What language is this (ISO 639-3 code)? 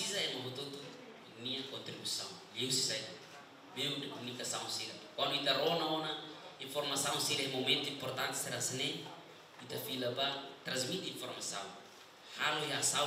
tet